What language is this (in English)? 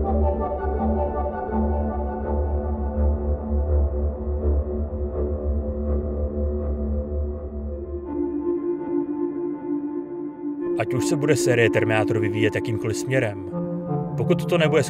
Czech